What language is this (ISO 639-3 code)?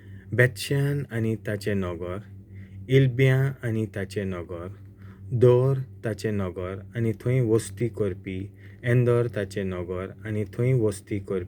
kok